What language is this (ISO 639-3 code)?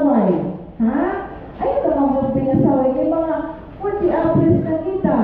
war